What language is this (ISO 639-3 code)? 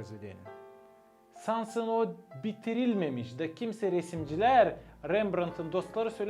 gag